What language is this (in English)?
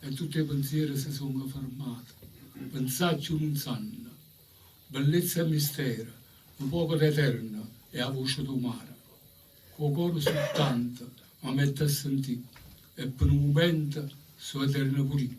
Neapolitan